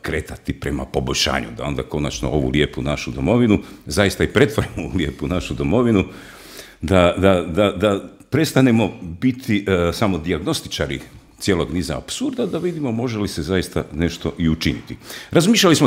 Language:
Croatian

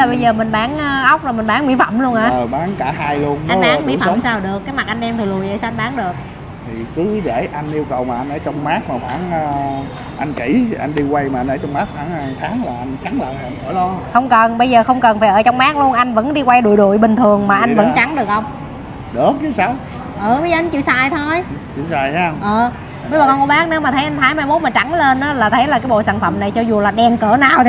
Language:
Vietnamese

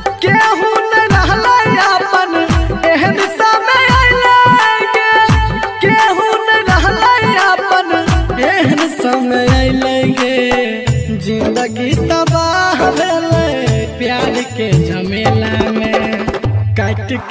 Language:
Bhojpuri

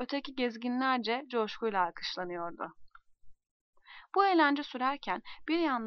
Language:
Turkish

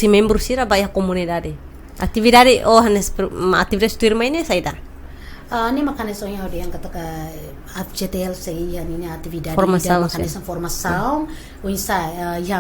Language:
Tetum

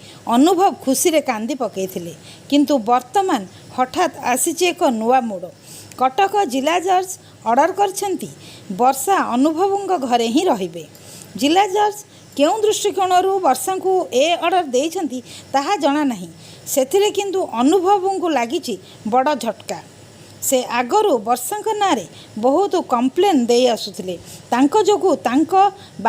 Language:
Odia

